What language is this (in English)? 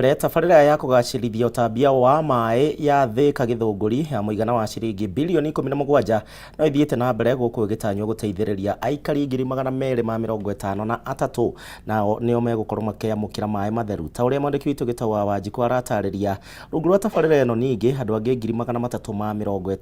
Kikuyu